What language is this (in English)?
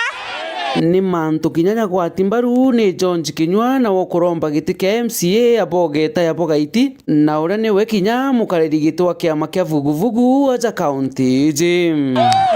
Meru